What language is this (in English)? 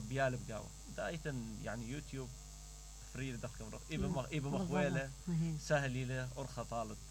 Mesopotamian Arabic